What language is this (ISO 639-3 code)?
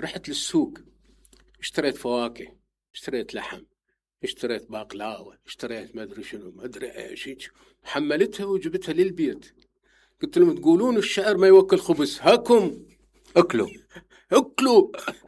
acm